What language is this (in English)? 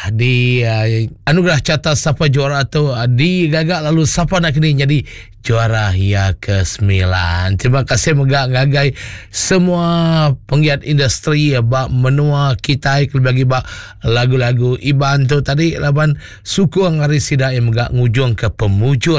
Iban